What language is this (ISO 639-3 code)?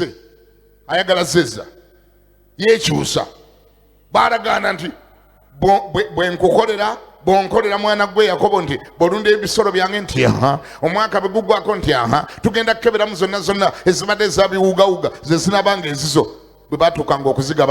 lug